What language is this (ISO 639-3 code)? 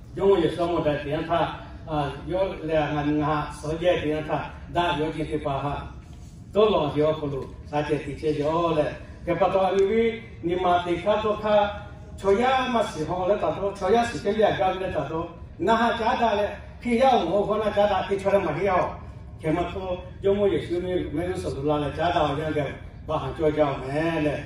lhu